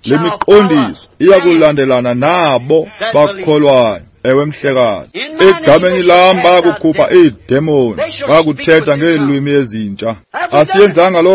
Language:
Xhosa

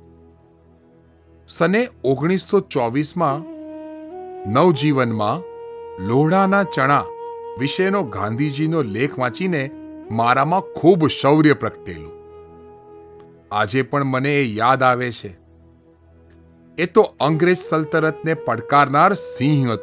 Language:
Gujarati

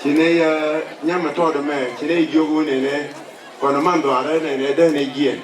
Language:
Nuer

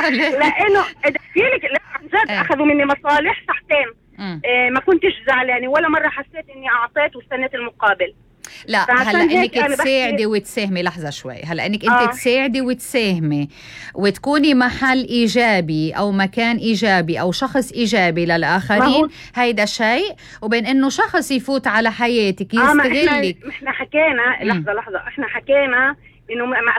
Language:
North Levantine Arabic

